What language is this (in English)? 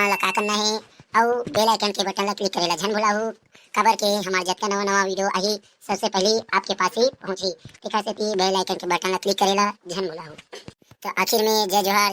Chhattisgarhi